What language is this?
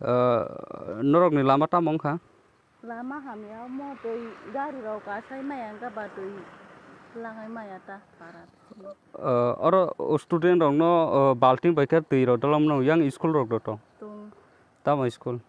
Kok Borok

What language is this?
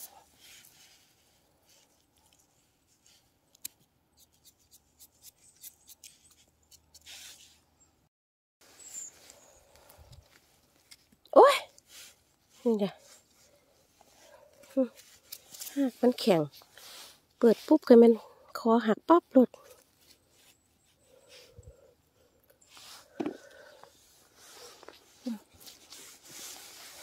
Thai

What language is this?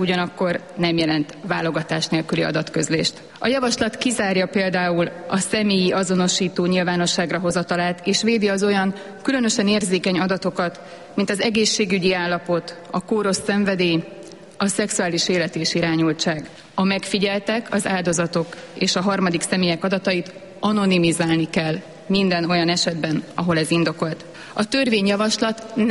Hungarian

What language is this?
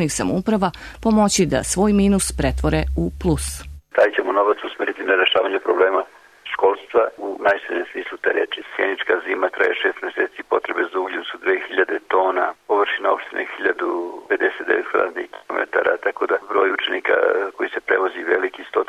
Serbian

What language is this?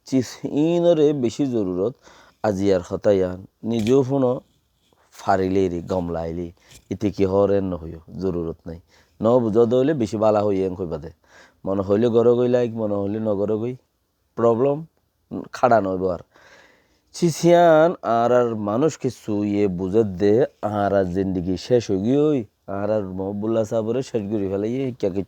Rohingya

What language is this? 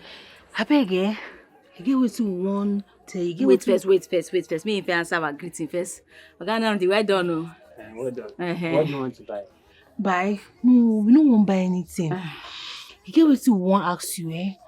Nigerian Pidgin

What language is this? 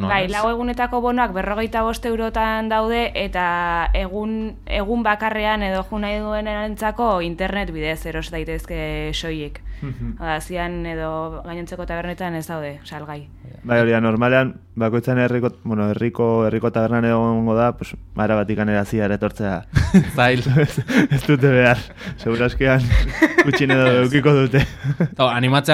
Basque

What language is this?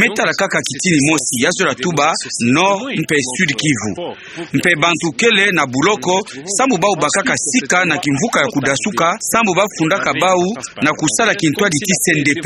Kituba (Democratic Republic of Congo)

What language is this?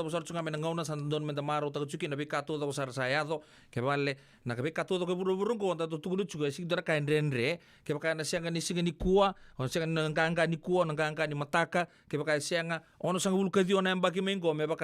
Fijian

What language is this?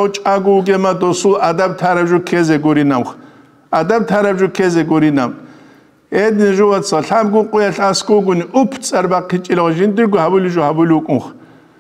Avaric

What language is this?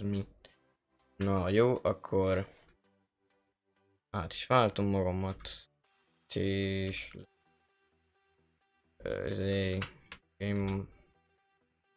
Hungarian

